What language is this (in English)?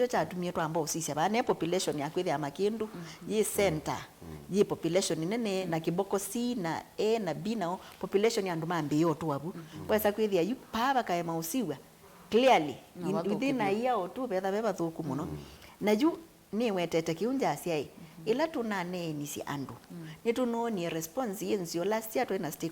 Kamba